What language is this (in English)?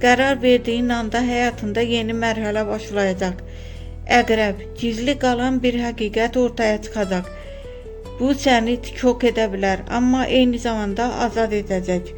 Azerbaijani